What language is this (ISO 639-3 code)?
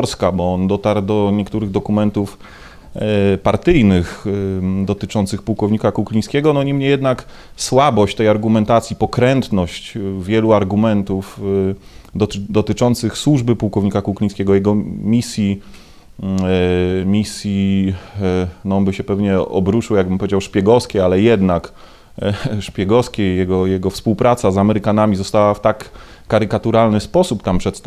pol